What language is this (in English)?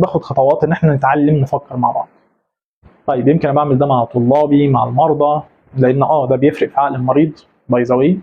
Egyptian Arabic